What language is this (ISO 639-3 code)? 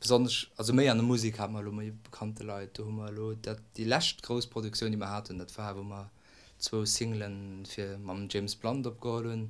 ltz